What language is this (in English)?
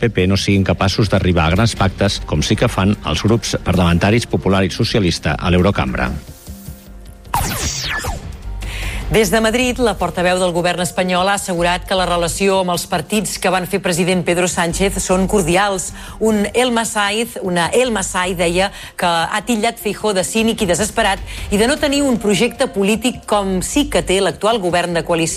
Catalan